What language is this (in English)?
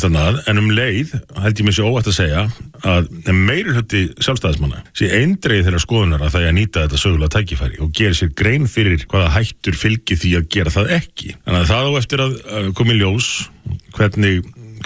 Icelandic